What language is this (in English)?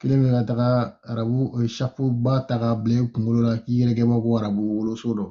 Bambara